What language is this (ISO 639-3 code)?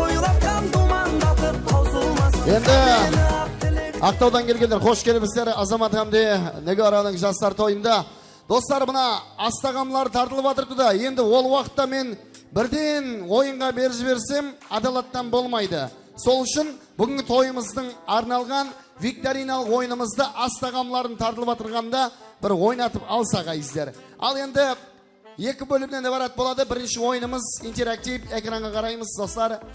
kaa